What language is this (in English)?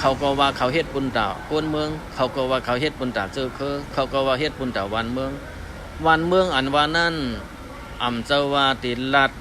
Shan